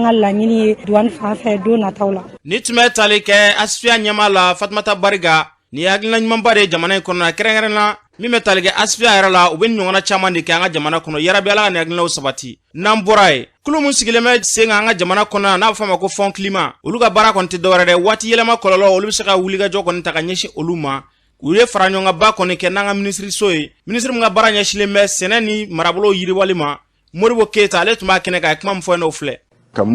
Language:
Bambara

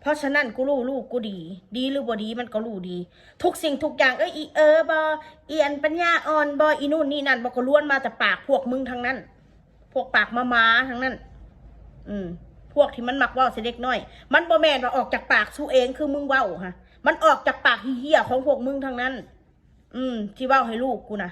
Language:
Northeastern Thai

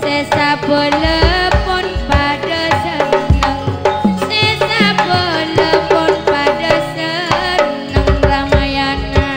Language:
Madurese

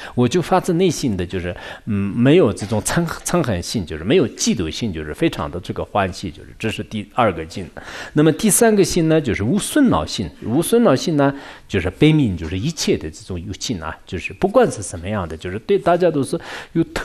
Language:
Chinese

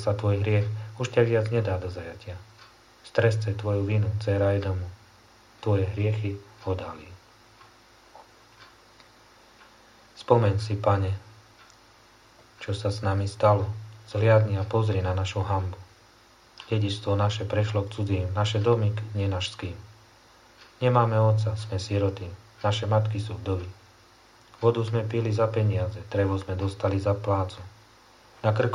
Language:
Slovak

